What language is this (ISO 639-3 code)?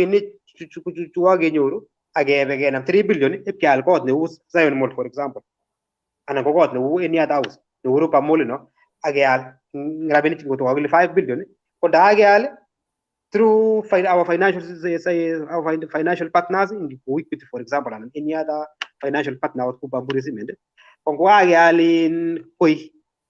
kln